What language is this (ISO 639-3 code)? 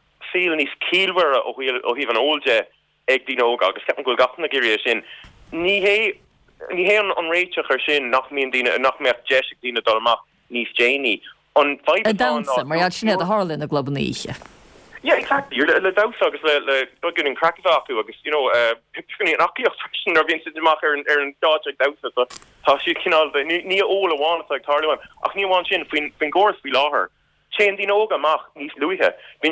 gle